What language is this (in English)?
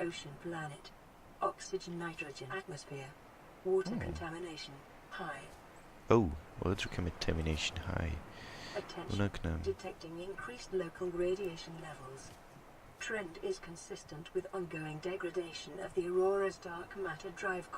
Swiss German